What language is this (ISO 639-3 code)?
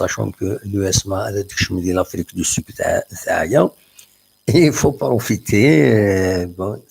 kab